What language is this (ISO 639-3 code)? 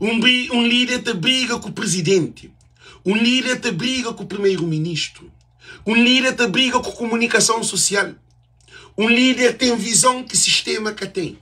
kea